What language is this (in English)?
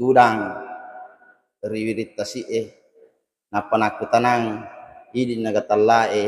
Buginese